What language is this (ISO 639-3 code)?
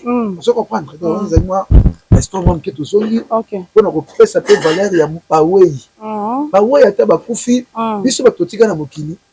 lin